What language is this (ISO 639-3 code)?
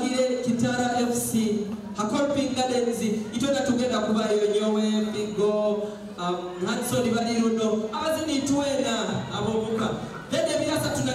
nyo